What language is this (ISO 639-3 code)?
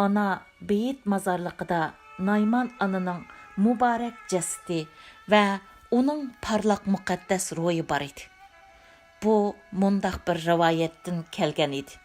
uig